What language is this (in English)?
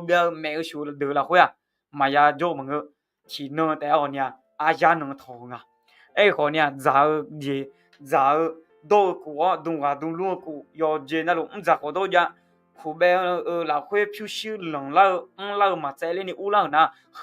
Akha